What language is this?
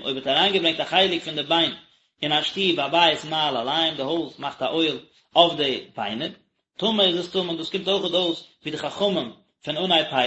Yiddish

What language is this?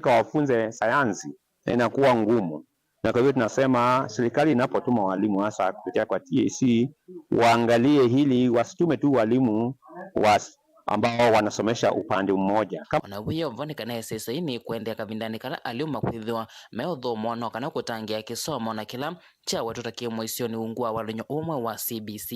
Kamba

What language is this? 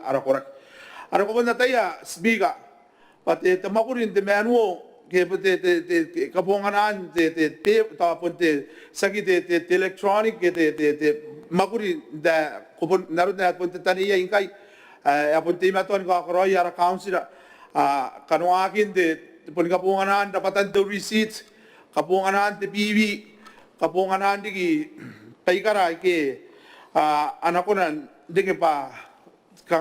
Gilbertese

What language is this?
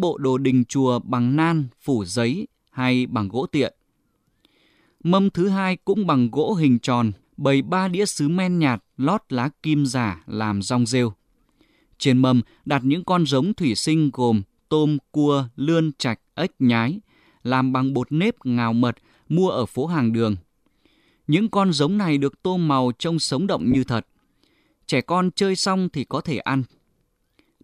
Vietnamese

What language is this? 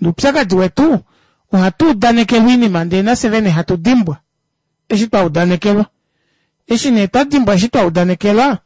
Kuanyama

